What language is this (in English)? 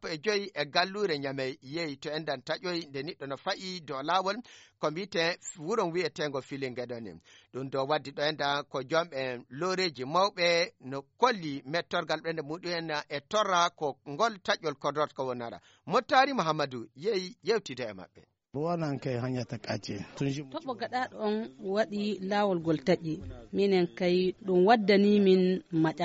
Nigerian Fulfulde